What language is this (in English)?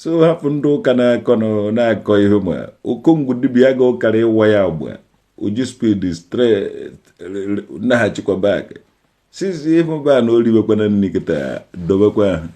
Igbo